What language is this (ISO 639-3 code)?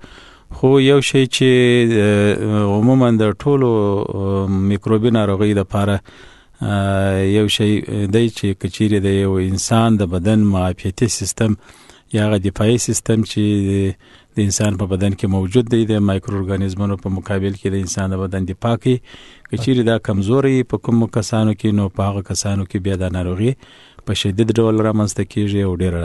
pus